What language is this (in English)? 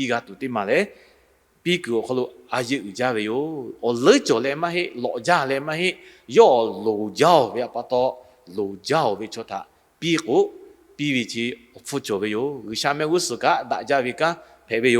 Lahu